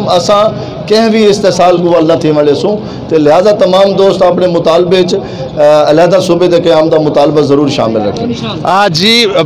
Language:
Saraiki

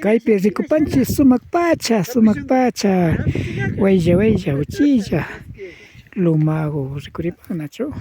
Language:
Imbabura Highland Quichua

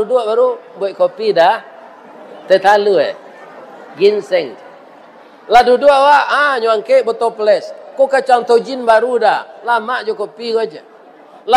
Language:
Minangkabau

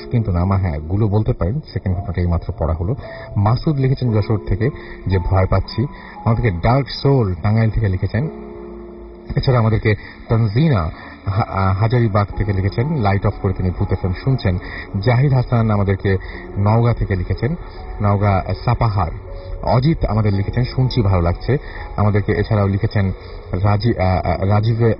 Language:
Bangla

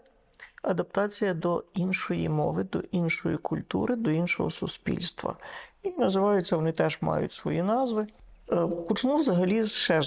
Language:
Ukrainian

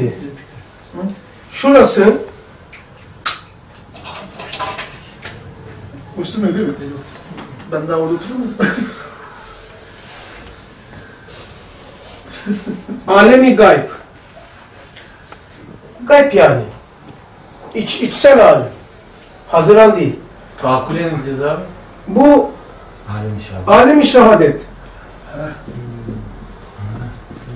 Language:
Turkish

